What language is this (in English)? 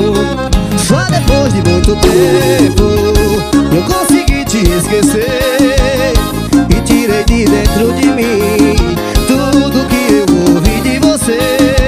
Portuguese